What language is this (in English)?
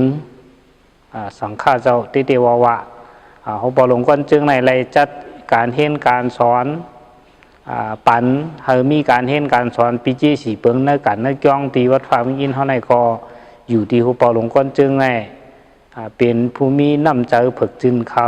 Shan